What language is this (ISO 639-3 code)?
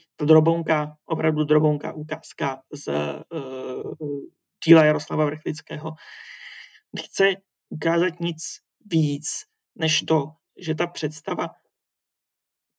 ces